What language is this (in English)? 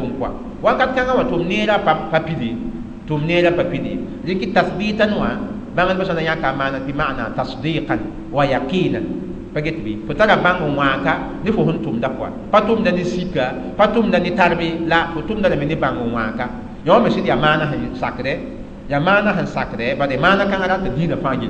Mossi